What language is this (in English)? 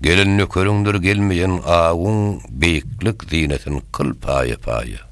Turkmen